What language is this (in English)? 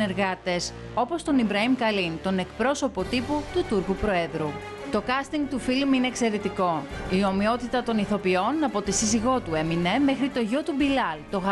Greek